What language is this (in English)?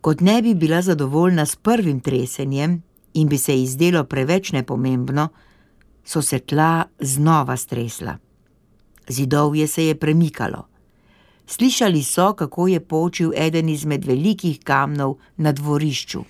Slovenian